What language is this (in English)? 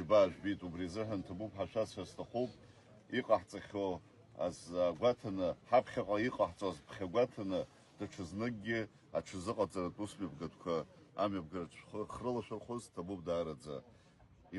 Abkhazian